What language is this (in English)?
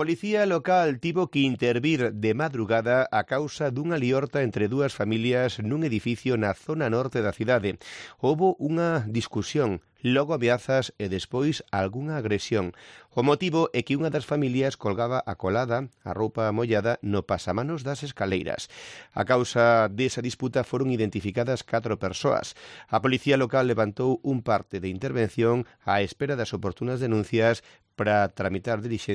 Galician